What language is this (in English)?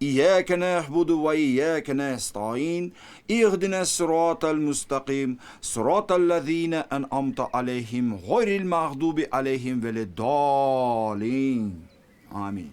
Crimean Tatar